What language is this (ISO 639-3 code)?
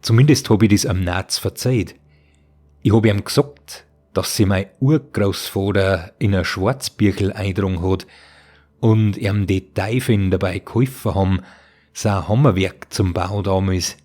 bar